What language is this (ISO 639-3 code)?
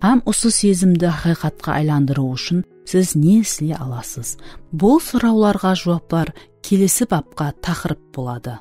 kaa